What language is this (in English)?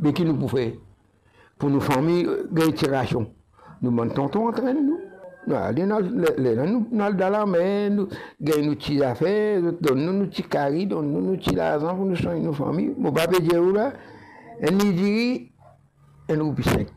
Morisyen